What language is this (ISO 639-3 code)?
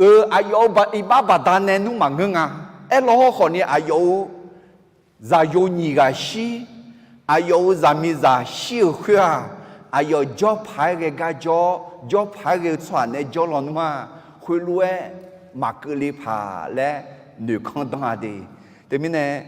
ahk